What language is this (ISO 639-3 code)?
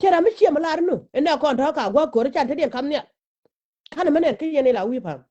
nus